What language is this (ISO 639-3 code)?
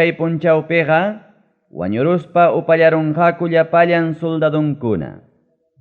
quy